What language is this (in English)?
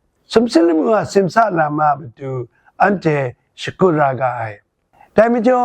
Kachin